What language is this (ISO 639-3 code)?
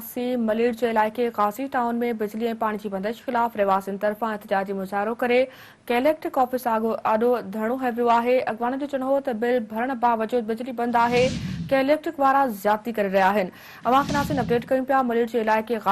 snd